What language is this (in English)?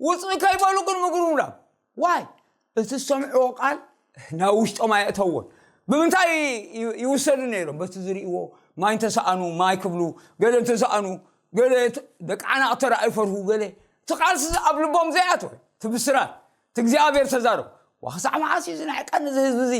Tigrinya